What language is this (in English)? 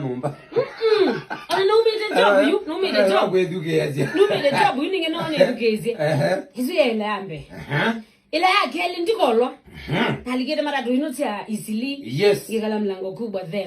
Kamba